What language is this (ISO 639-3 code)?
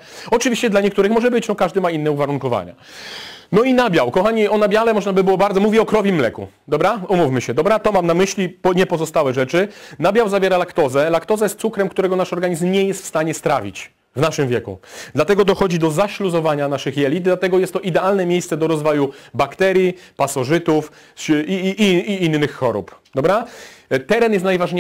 pol